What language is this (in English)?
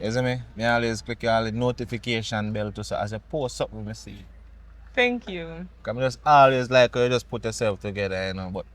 Jamaican Creole English